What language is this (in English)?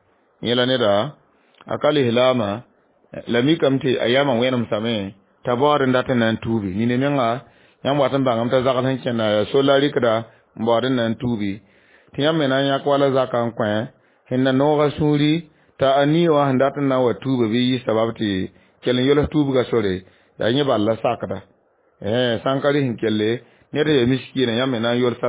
Mossi